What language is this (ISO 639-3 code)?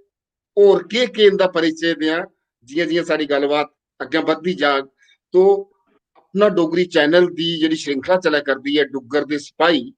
doi